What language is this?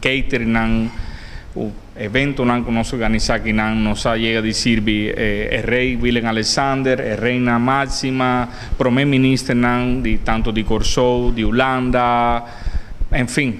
Papiamento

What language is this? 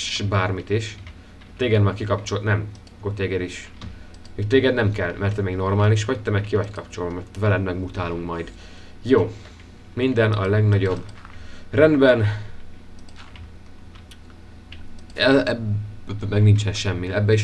Hungarian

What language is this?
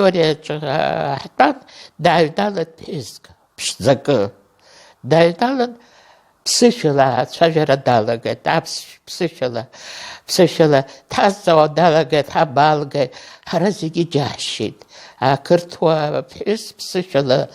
Abkhazian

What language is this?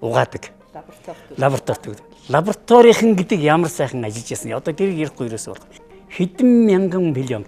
Mongolian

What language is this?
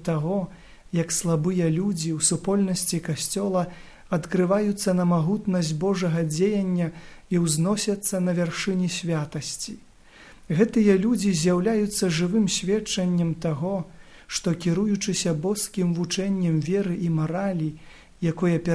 Belarusian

